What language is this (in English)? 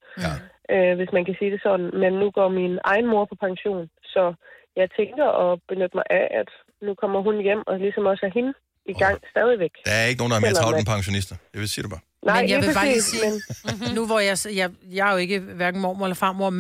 Danish